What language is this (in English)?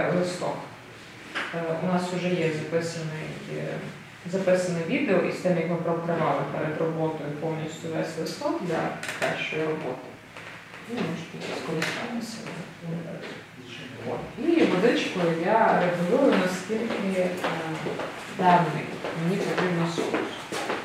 Ukrainian